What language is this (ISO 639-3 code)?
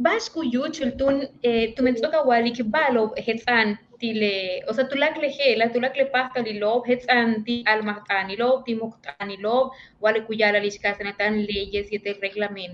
yua